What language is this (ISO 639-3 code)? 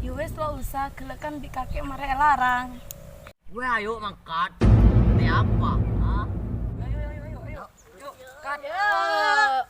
mad